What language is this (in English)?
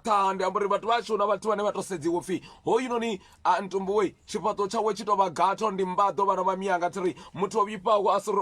Venda